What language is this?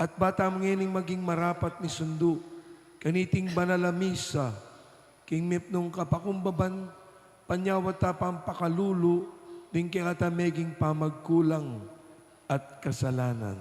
Pampanga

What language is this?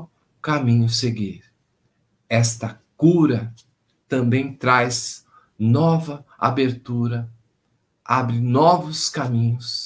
Portuguese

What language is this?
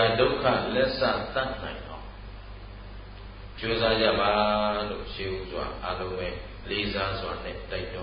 Burmese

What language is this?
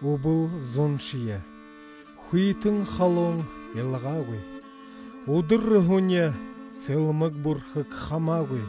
Buriat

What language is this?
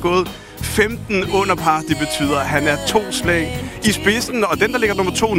Danish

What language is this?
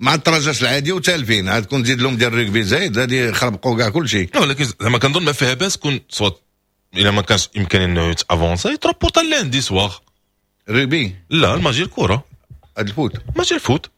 Moroccan Arabic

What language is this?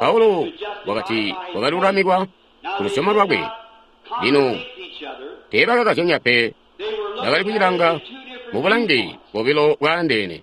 Tonga (Zambia)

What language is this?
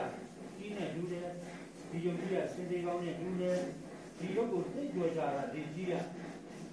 Burmese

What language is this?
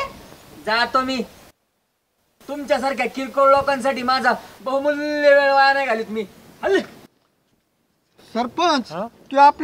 Marathi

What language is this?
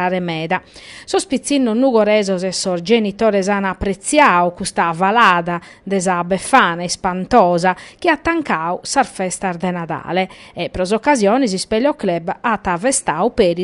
Sardinian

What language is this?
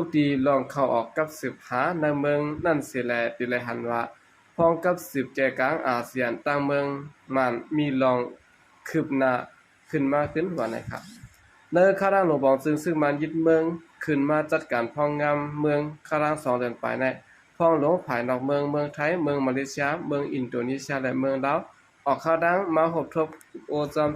Shan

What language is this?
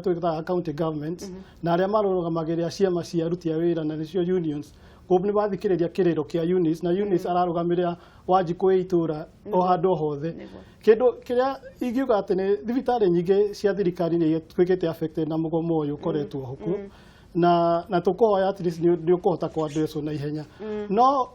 Kikuyu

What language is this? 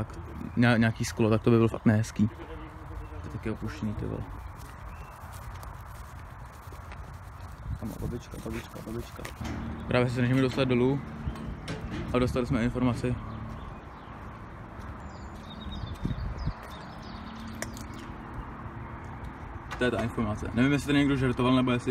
Czech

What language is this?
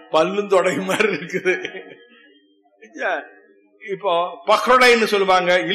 Tamil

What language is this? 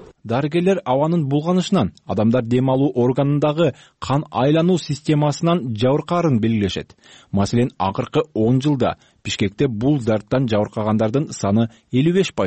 Kyrgyz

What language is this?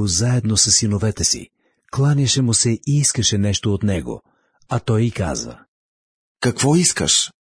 Bulgarian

